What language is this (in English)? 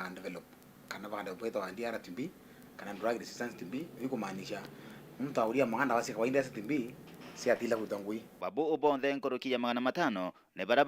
Meru